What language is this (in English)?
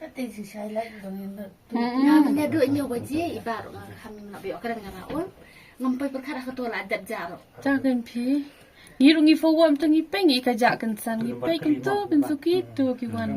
Khasi